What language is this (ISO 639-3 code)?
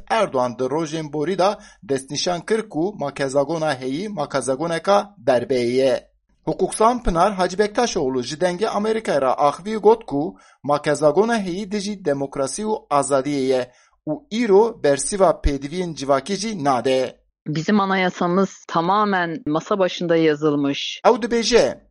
kur